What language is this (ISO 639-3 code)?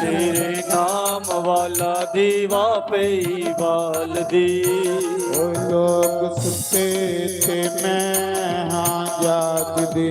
doi